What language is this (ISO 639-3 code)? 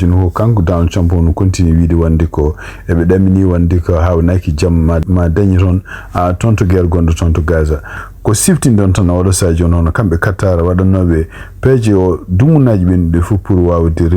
ful